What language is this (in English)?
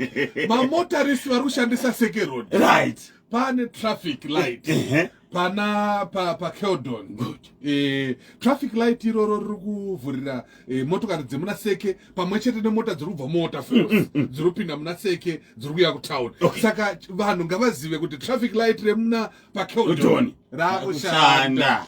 Shona